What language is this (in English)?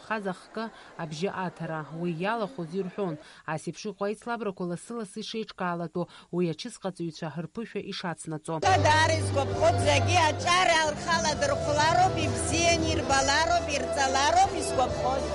Abkhazian